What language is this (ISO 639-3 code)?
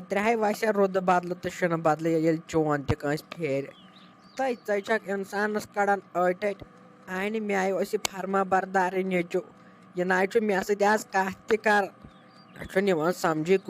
kas